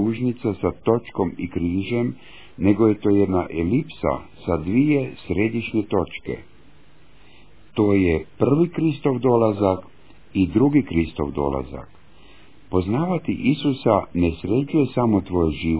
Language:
Croatian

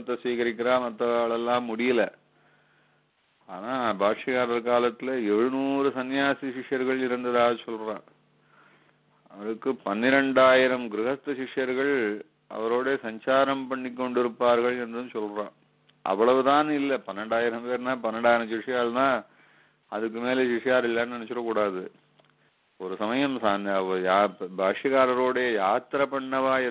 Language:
Tamil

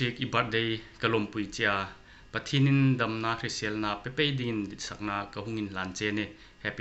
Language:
Hmar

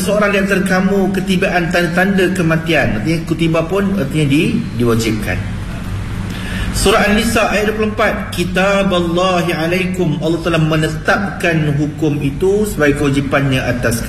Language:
Malay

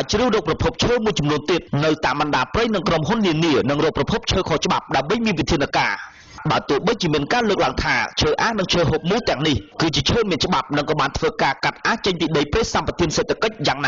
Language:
Khmer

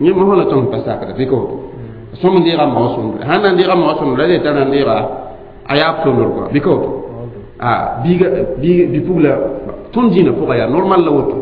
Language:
Mossi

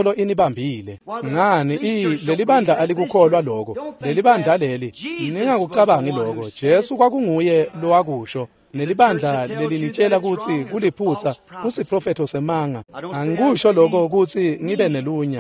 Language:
Swati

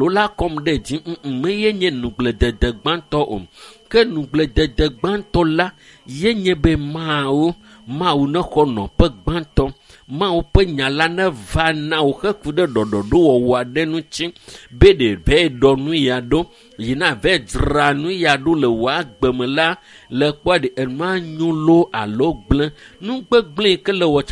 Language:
Ewe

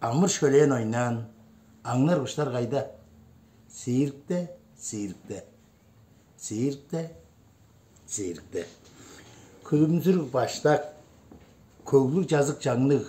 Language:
Tuvinian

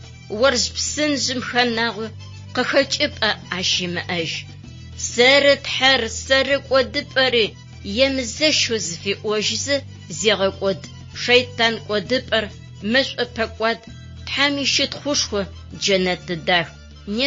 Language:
Adyghe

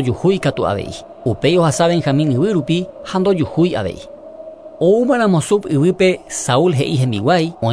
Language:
Guarani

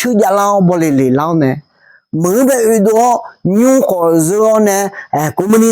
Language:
Akha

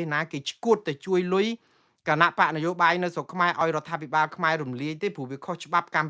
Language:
Khmer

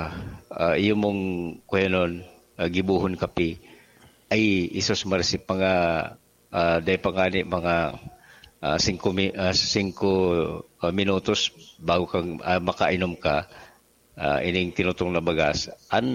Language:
Bikol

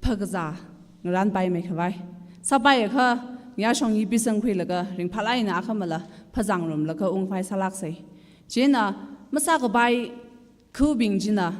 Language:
Tangkhul Naga (India)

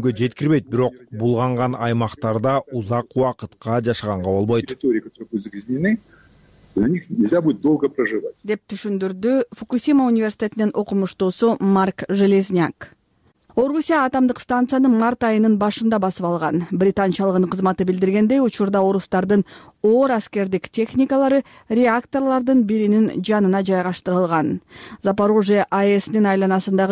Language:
Kyrgyz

